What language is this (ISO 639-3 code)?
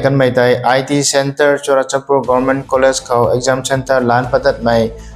nbu